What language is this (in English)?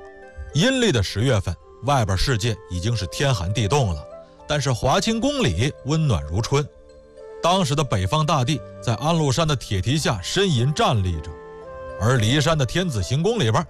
Chinese